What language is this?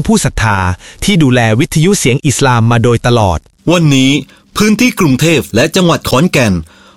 Thai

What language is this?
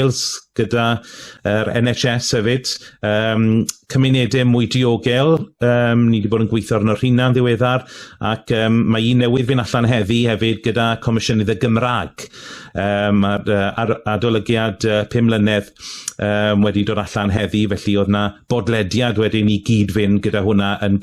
Welsh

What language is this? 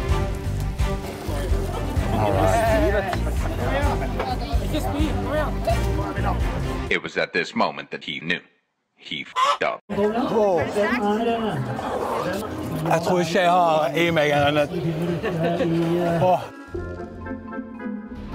Norwegian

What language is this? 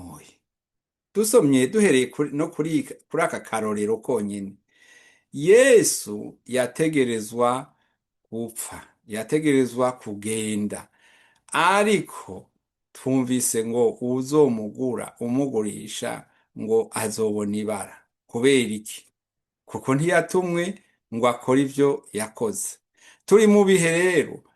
Rundi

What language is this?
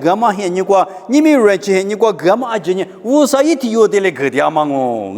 Lisu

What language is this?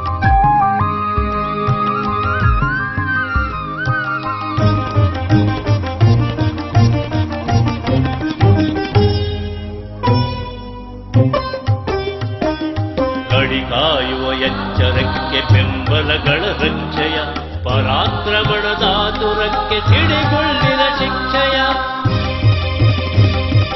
Kannada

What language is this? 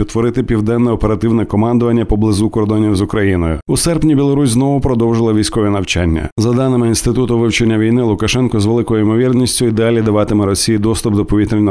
Ukrainian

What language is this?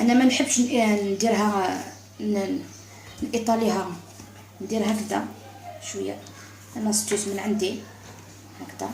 Algerian Arabic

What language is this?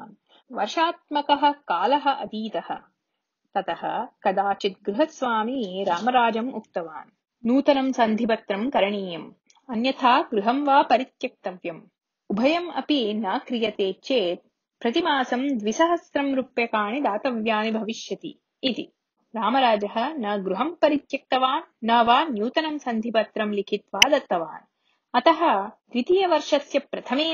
Sanskrit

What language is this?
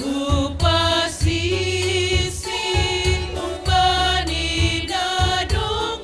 Batak Simalungun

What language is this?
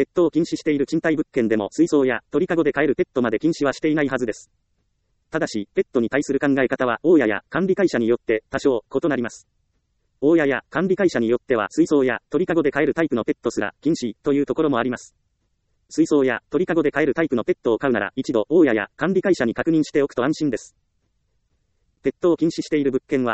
Japanese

